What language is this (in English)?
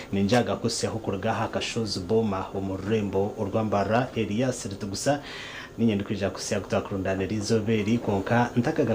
Nyankole